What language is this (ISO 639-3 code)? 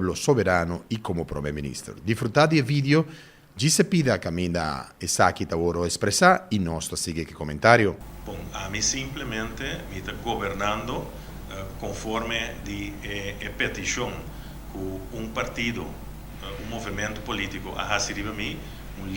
pap